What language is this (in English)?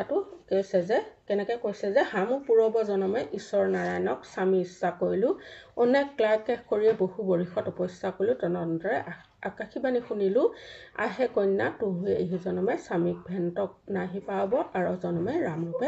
Assamese